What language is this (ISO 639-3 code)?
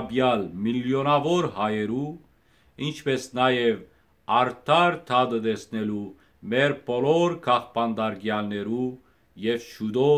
hyw